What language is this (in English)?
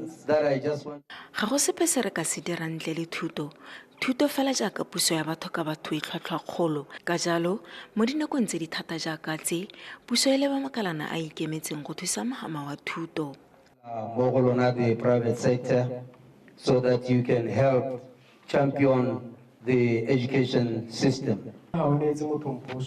Tswana